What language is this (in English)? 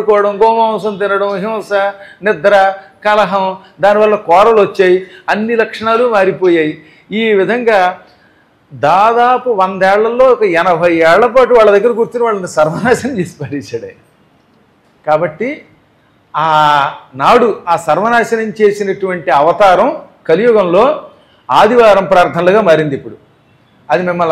Telugu